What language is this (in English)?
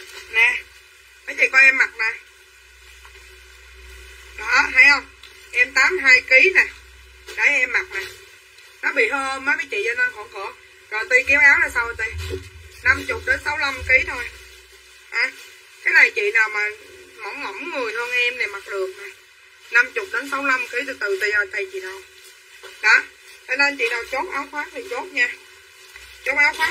Vietnamese